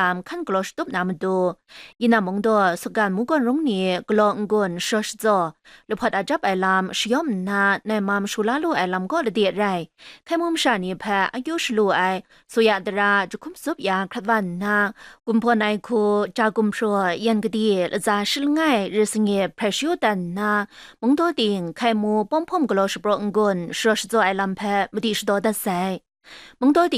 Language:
Kachin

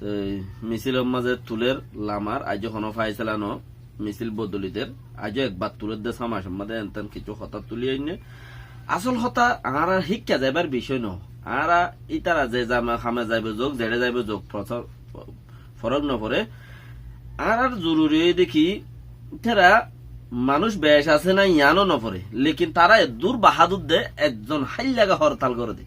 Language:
Rohingya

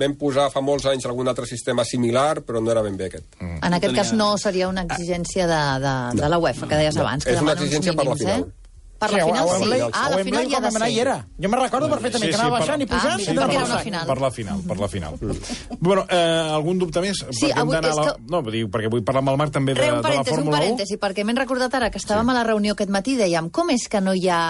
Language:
Catalan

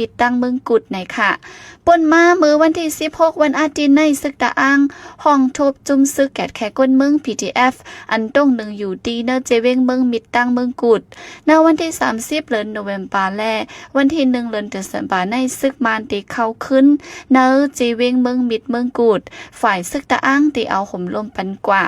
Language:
Shan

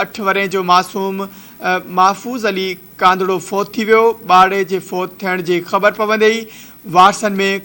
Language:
Sindhi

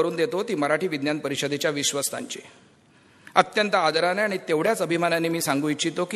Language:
Marathi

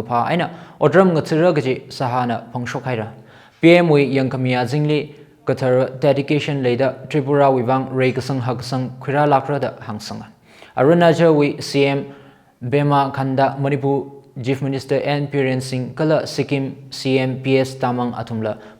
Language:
Tangkhul Naga (India)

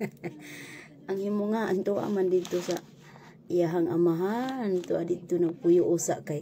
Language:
Cebuano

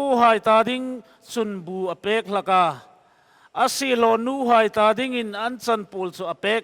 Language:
Hmar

